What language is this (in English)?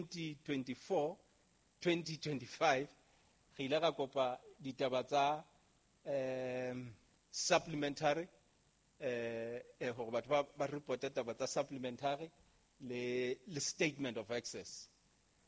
Southern Sotho